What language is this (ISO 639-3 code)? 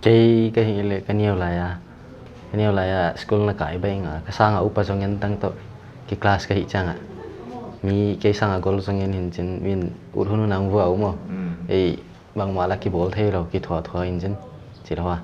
pck